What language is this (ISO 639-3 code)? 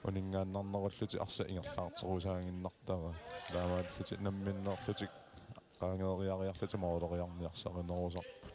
kal